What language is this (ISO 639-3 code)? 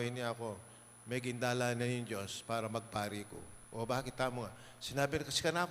pam